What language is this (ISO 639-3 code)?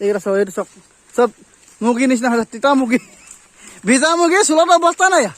asm